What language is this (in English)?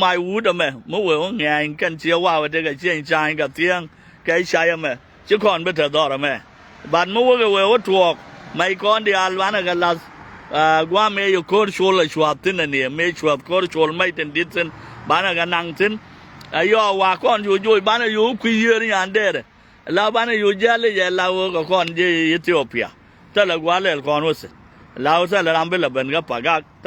Nuer